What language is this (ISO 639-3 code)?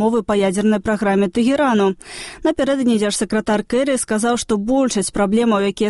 bel